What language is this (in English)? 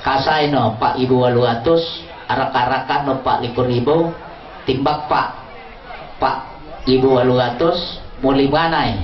Lampung Nyo